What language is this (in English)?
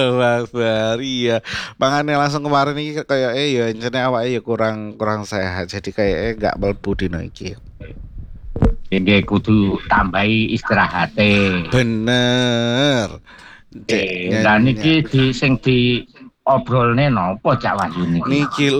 Javanese